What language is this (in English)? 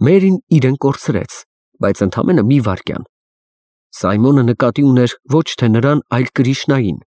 Armenian